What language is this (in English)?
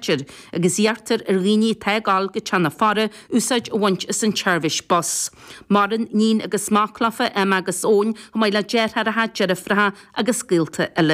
Irish